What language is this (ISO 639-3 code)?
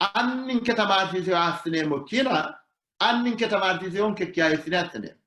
sid